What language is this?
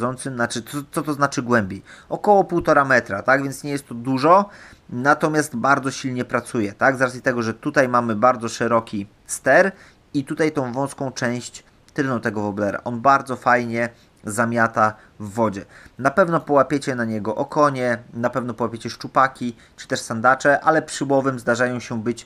Polish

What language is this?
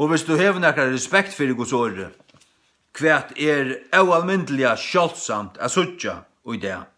Faroese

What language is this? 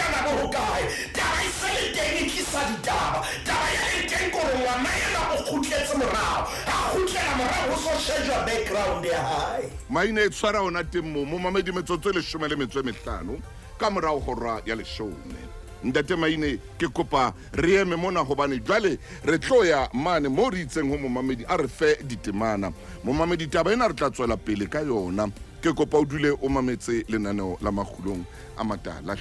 Southern Sotho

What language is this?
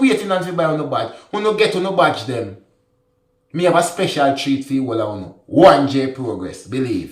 Jamaican Creole English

